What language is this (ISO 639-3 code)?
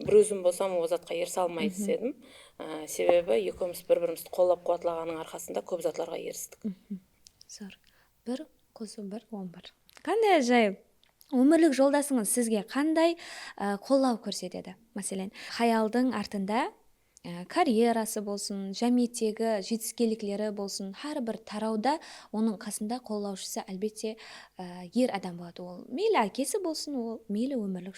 kaa